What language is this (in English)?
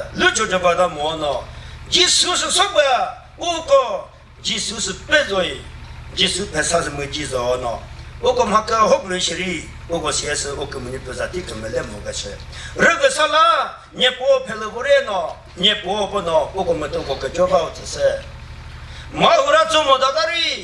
Chokri Naga